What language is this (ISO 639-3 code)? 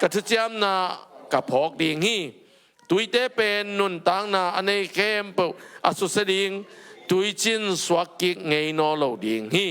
ctd